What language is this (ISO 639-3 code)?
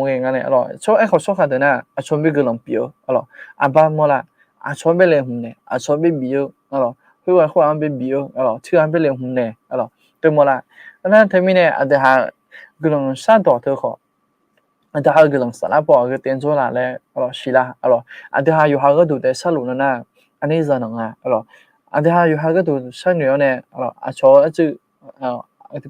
ahk